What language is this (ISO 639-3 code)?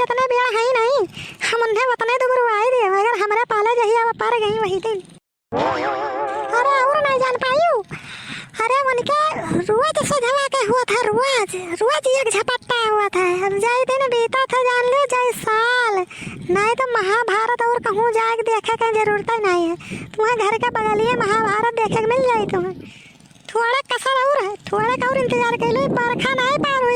awa